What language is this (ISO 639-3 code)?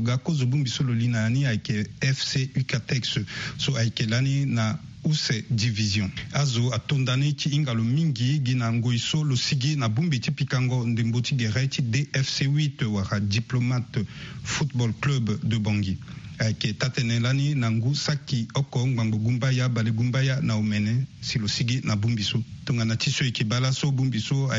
sag